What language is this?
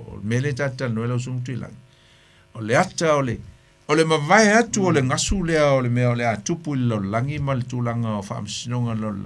Samoan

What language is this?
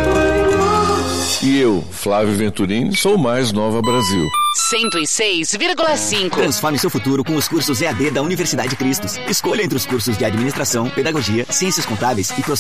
Portuguese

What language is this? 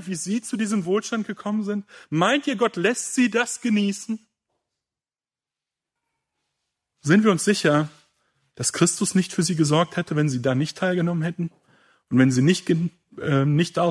German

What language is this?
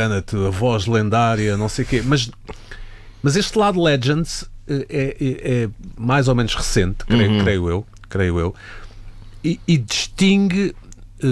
Portuguese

